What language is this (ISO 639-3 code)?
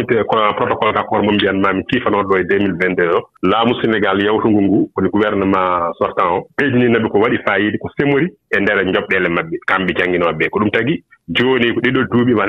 ful